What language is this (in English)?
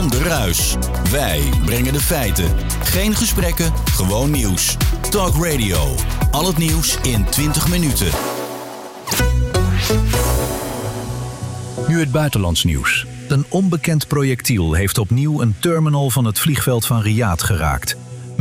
Dutch